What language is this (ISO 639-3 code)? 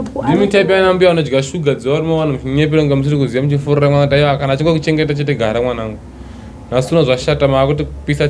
sna